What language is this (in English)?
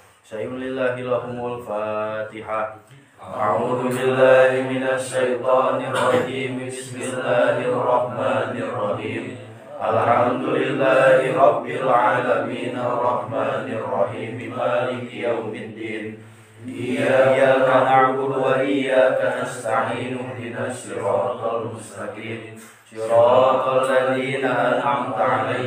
Sundanese